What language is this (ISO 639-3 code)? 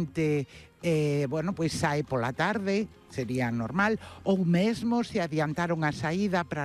glg